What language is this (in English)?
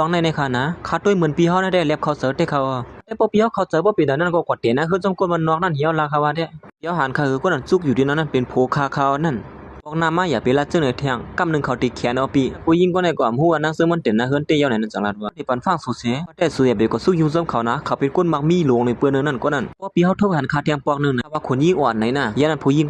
Shan